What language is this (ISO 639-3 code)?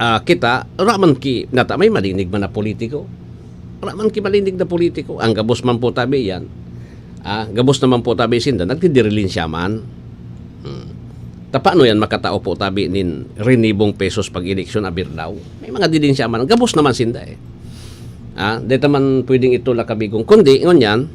bik